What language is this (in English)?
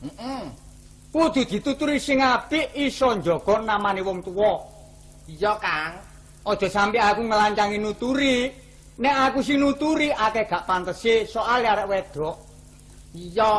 Javanese